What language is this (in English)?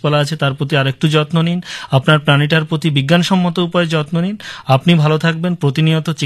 Bangla